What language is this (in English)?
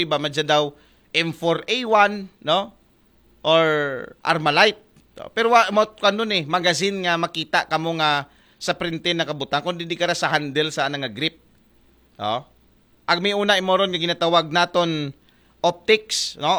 Aklanon